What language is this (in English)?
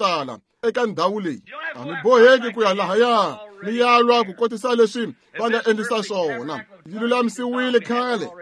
Tsonga